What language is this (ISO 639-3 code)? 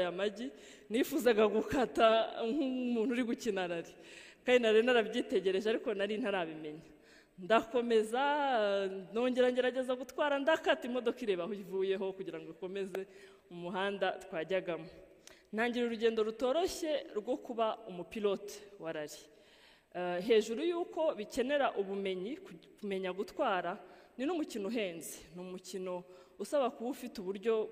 kin